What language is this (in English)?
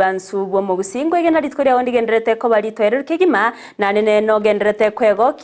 Gusii